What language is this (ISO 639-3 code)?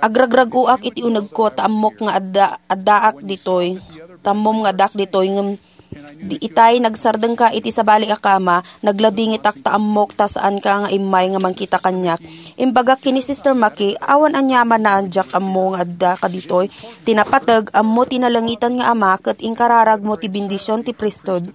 ilo